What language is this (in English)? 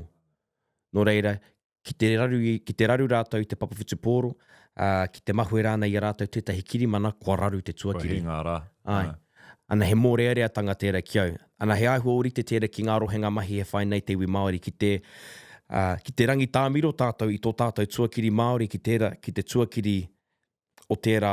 Māori